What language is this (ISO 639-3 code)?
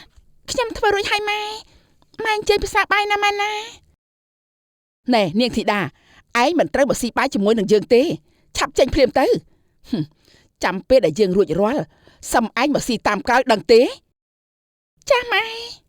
khm